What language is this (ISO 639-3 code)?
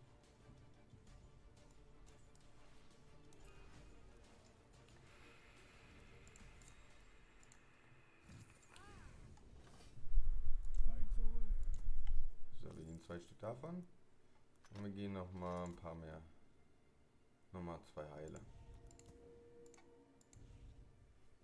deu